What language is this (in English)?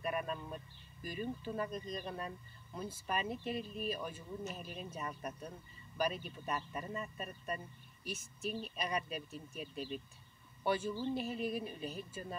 Yakut